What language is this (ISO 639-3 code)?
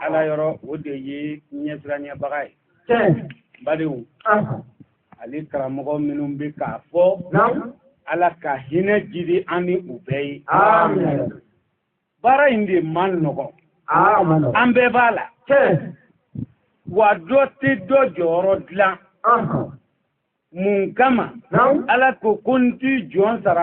bam